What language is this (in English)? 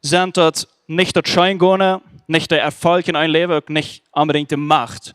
Plautdietsch